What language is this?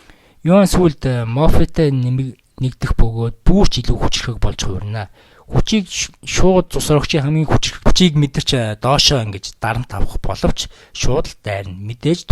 Mongolian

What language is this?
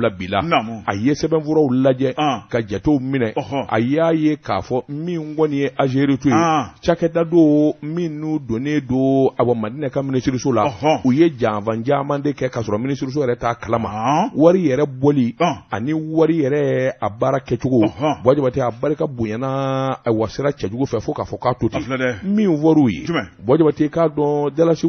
Bambara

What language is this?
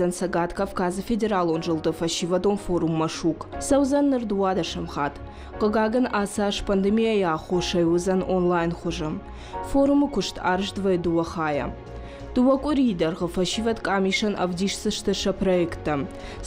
Ossetic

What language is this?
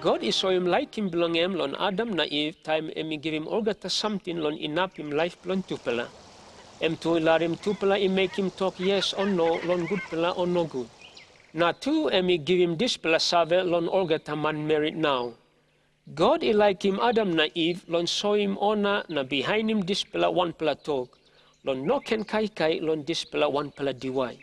Tok Pisin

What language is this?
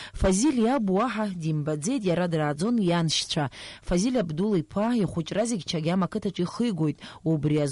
Abkhazian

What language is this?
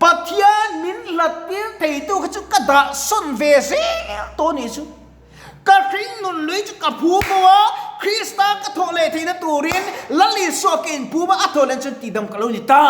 Mizo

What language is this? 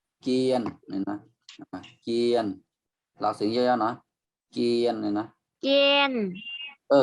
Shan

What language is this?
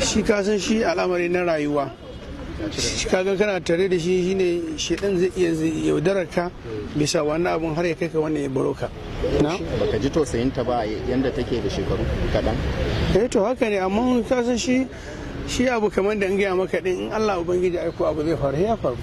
Hausa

